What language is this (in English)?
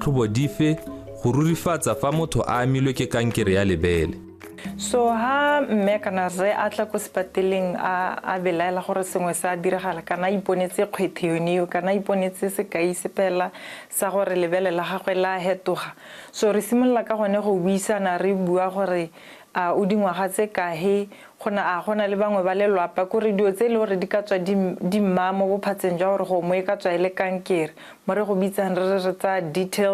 Tswana